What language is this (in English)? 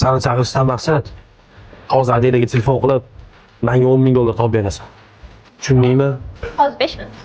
Uzbek